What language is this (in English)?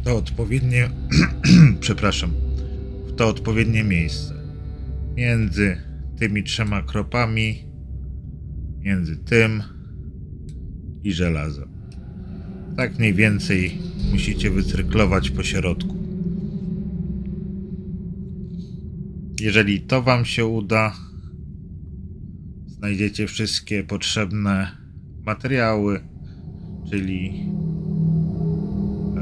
Polish